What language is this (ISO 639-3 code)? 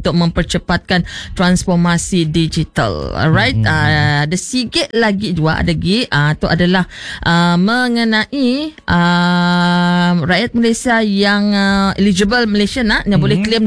msa